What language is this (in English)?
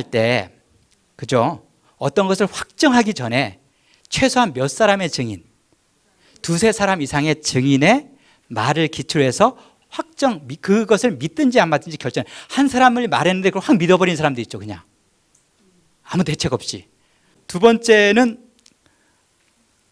Korean